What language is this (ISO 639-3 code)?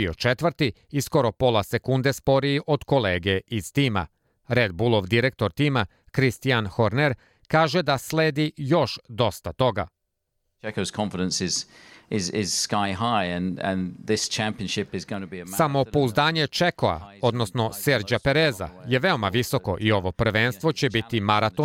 srp